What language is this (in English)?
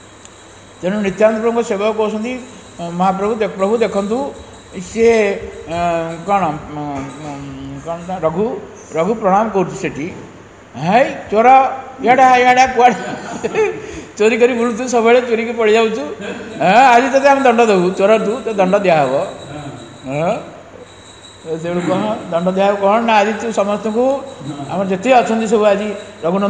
Odia